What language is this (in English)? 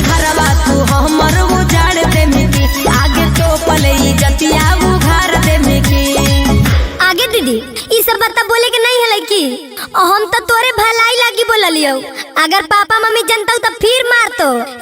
Magahi